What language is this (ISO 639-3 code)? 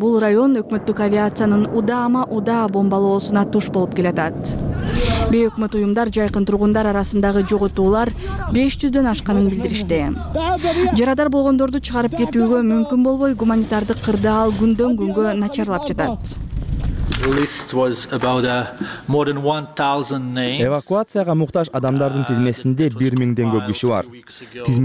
kir